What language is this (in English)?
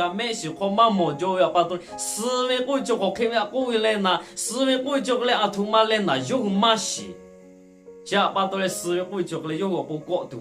Lahu